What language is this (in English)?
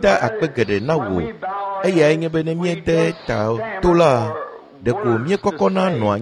Ewe